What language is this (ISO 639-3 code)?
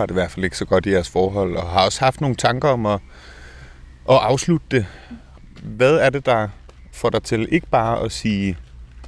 dan